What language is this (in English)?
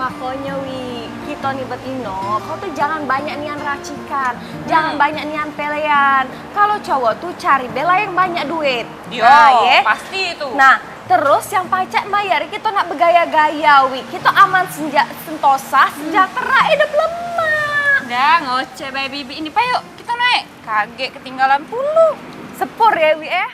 Musi